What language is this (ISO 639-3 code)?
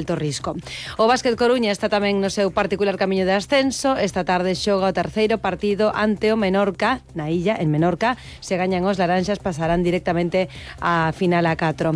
glg